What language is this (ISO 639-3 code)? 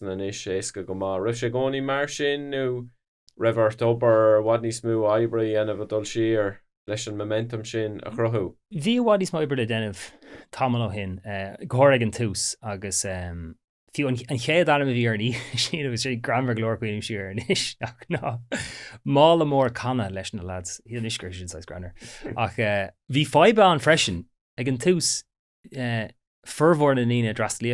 gle